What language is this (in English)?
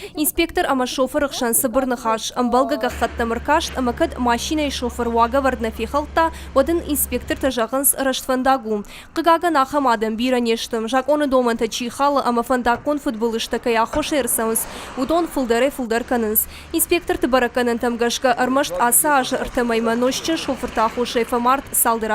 Ossetic